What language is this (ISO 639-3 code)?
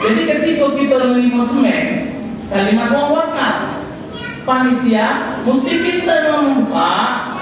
mui